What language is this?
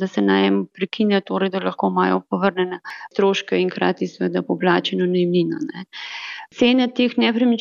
Slovenian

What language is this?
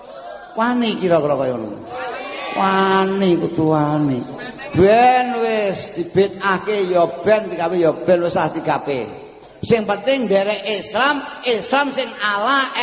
Javanese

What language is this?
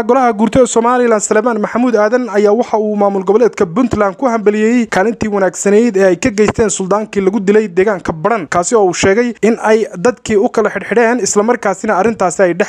Somali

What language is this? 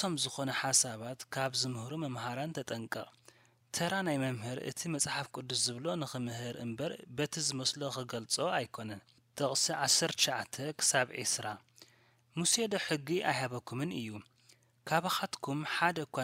Tigrinya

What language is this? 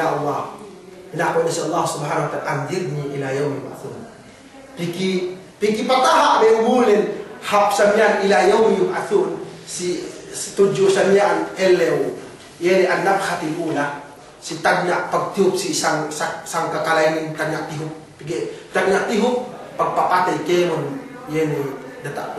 Yakan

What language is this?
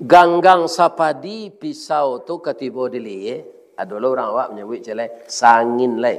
Minangkabau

